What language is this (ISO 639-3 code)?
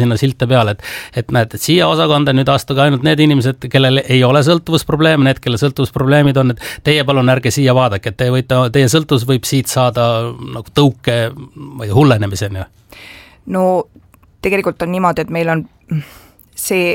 est